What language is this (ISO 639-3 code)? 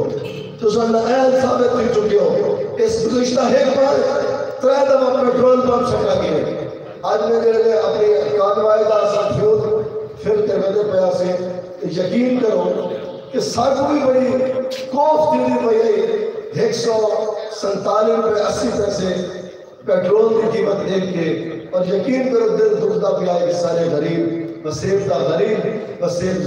skr